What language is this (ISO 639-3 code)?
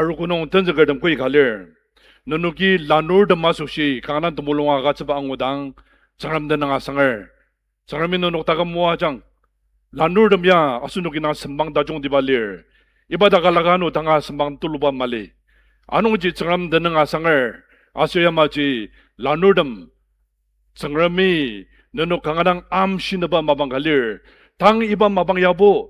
njo